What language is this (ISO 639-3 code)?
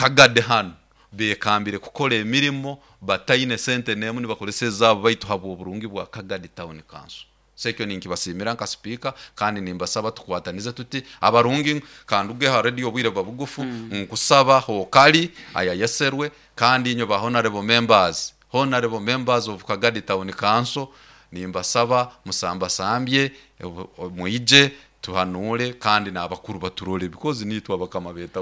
nyo